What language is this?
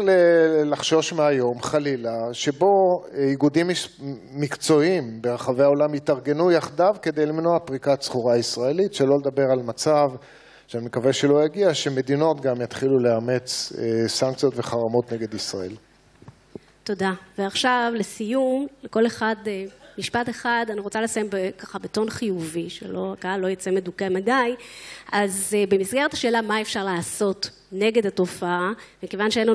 Hebrew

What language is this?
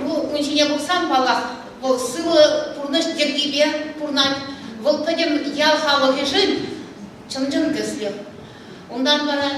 Chuvash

